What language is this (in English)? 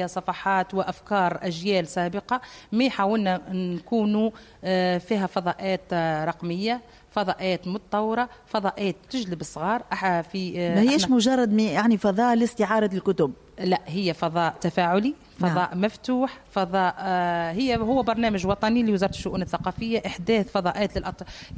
Tunisian Arabic